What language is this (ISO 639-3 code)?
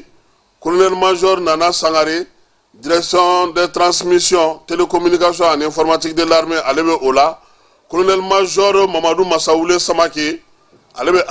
bam